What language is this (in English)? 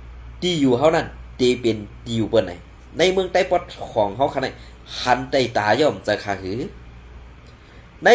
Shan